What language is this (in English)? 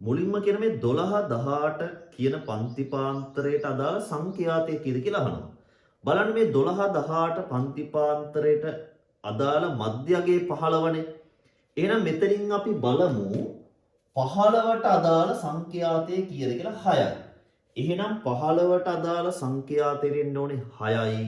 Sinhala